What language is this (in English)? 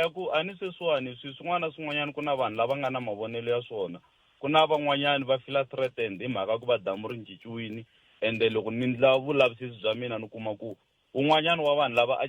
Tsonga